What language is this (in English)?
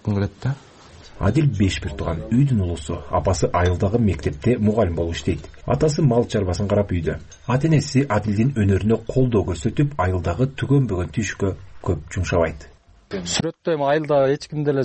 Kyrgyz